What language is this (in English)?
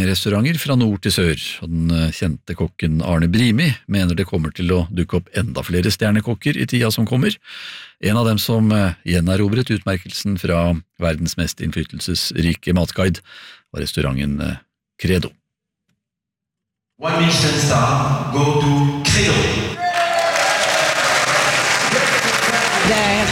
Norwegian